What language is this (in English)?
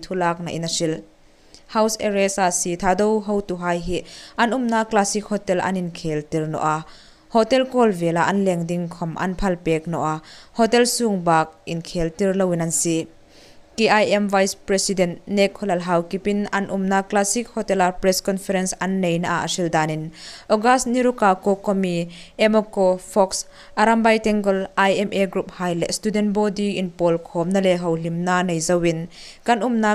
Hmar